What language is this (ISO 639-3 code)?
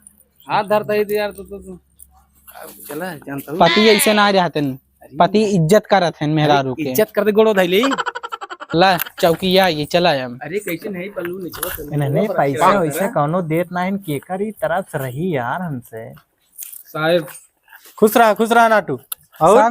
awa